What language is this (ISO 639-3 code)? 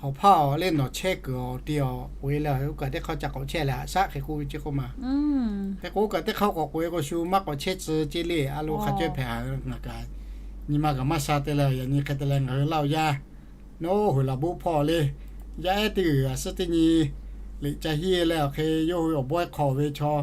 lhu